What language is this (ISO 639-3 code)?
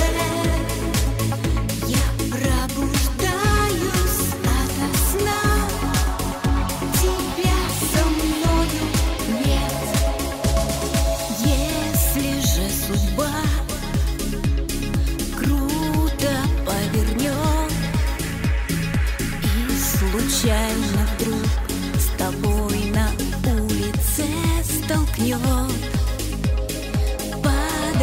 rus